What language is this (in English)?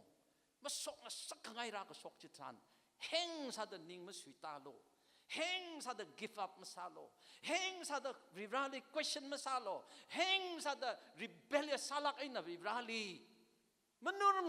Tangkhul Naga (India)